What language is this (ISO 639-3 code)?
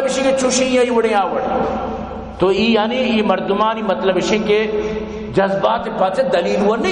bal